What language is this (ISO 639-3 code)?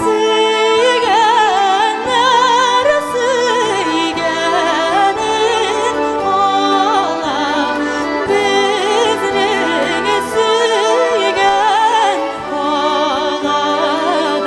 tat